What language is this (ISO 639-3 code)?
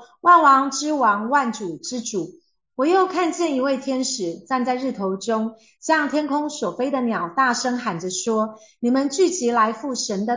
zho